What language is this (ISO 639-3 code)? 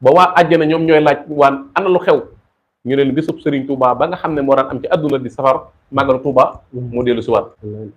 wol